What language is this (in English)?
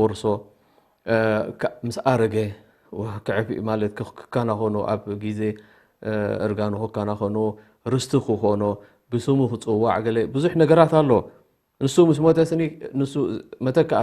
Tigrinya